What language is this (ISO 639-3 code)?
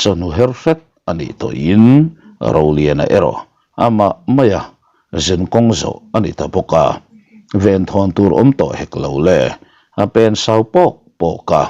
lus